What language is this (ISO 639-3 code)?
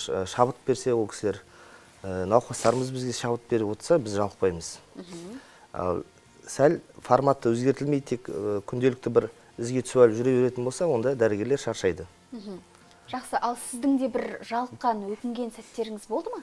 kaz